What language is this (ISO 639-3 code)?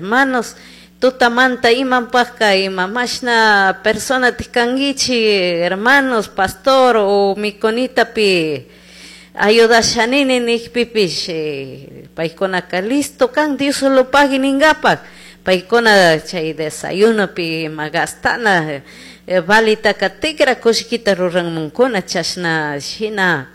qug